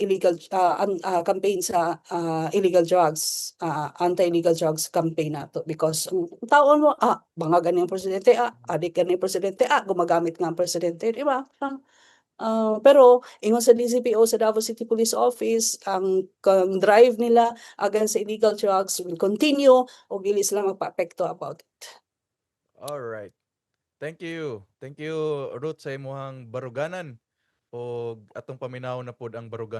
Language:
Cebuano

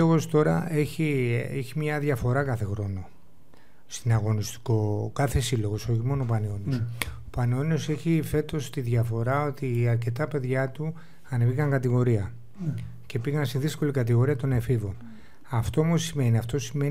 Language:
Greek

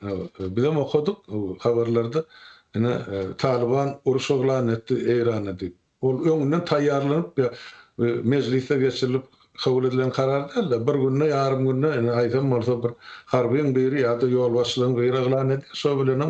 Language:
Turkmen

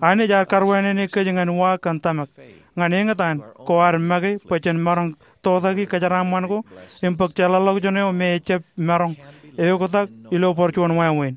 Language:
Marshallese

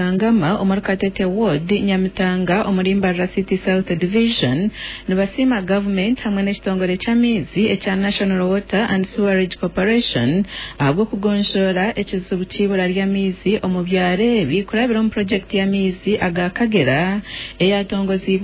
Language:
Nyankole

